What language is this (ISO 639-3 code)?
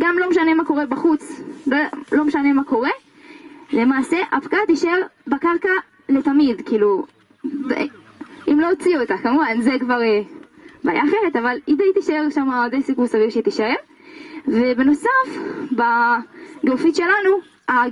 heb